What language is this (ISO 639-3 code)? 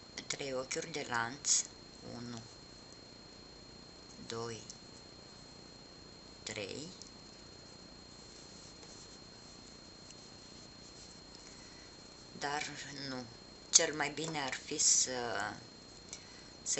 ron